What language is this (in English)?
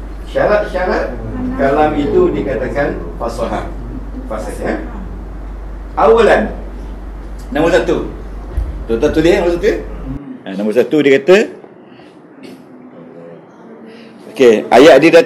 Malay